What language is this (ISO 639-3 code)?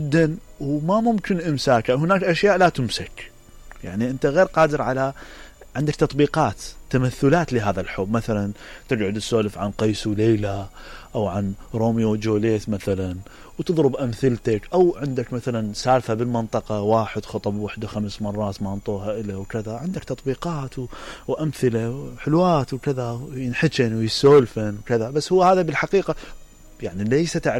acm